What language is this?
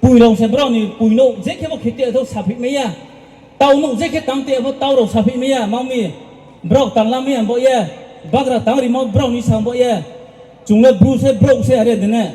Riang (India)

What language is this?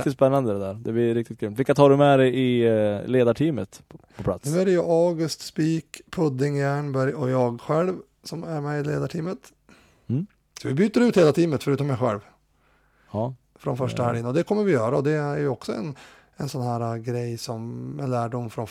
Swedish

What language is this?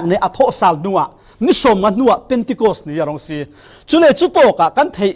Falam Chin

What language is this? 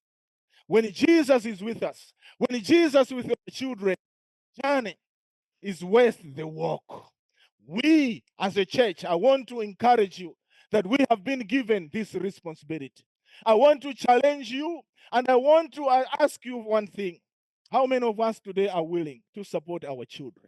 English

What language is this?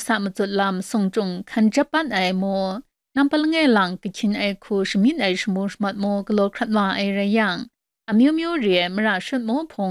Kachin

